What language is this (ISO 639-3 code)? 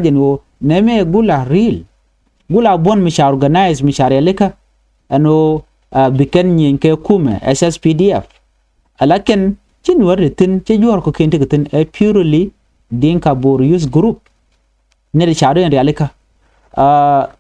nus